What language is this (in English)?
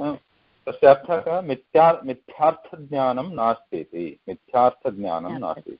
Sanskrit